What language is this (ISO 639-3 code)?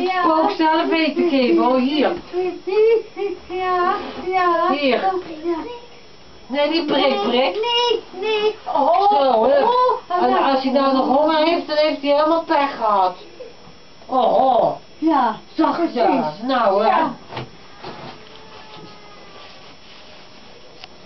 nld